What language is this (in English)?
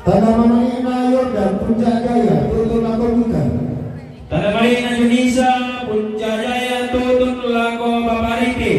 Toraja-Sa'dan